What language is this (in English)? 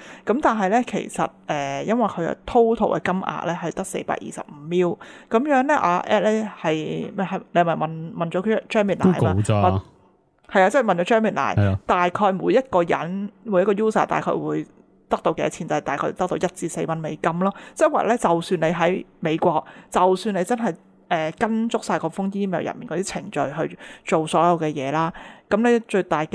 Cantonese